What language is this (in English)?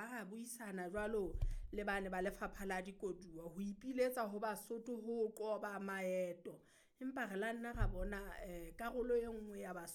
Southern Sotho